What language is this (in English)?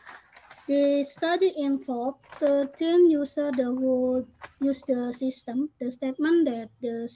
English